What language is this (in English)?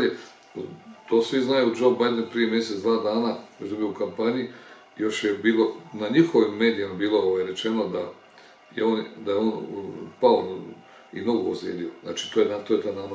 Croatian